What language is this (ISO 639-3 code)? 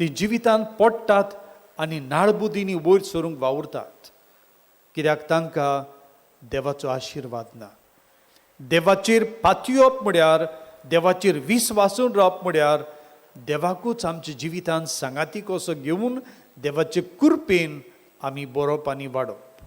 kok